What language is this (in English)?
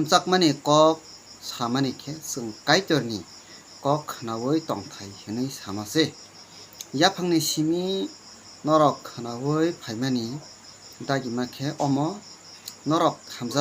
Kok Borok